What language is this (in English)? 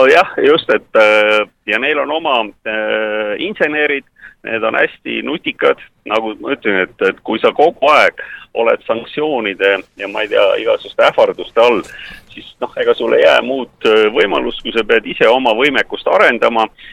Estonian